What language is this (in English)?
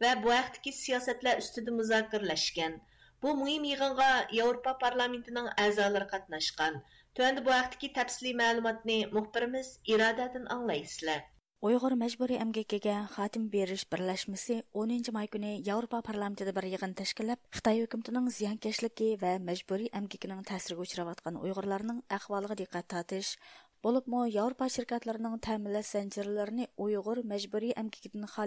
Uyghur